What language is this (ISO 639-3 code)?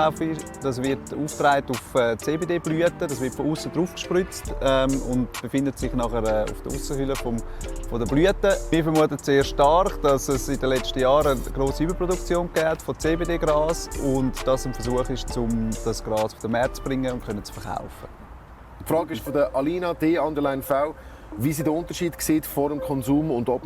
gsw